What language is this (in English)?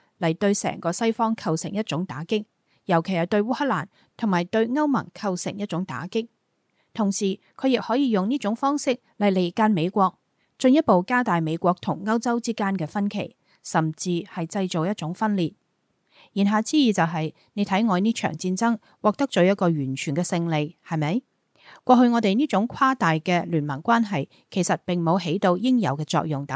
Cantonese